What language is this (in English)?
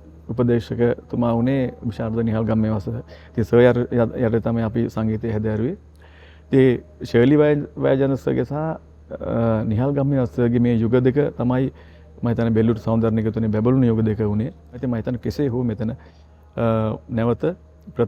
Sinhala